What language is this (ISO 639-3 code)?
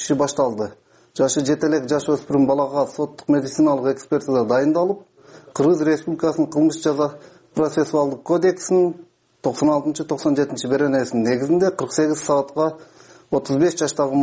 kir